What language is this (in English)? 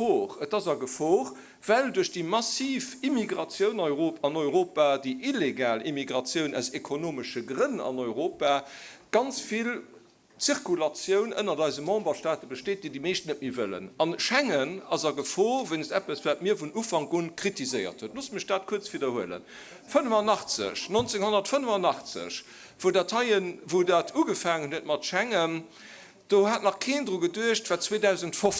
Luxembourgish